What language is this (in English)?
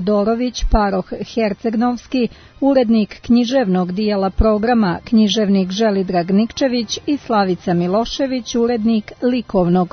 Serbian